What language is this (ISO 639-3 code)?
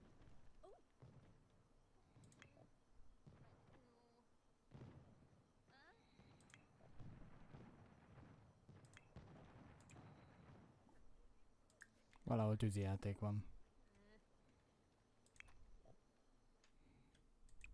hun